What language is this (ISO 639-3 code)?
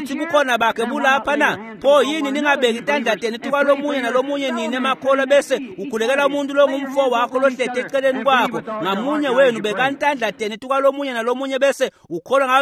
ssw